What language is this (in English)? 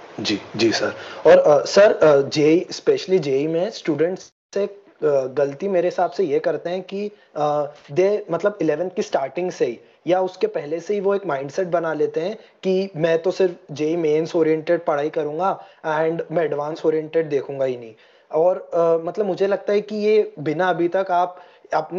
Hindi